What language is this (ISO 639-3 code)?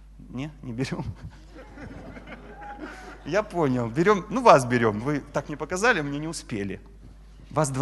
rus